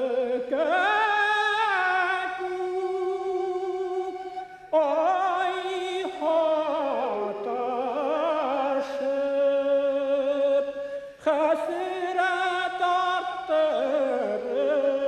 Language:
Bashkir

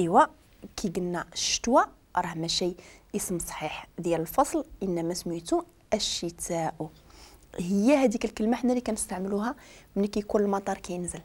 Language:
Moroccan Arabic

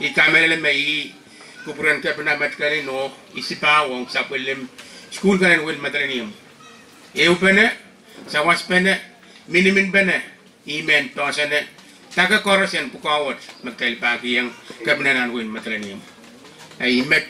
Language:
Pohnpeian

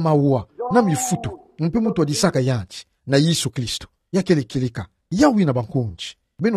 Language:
Kituba (Democratic Republic of Congo)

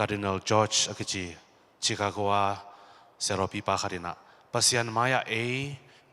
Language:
Tedim Chin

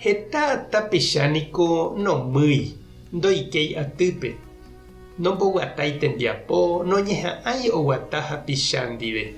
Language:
Guarani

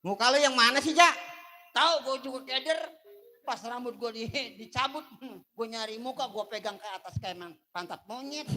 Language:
Betawi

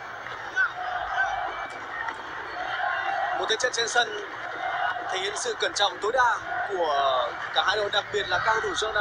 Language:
Vietnamese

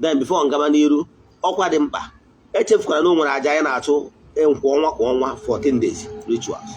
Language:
Igbo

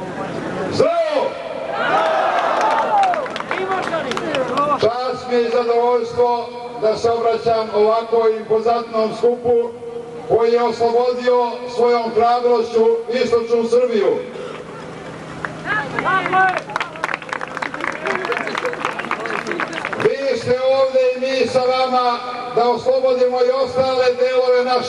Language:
Serbian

